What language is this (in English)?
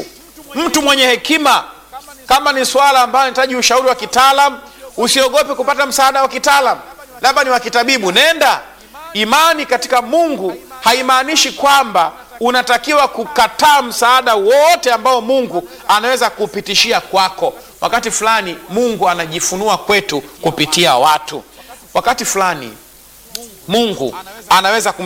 Swahili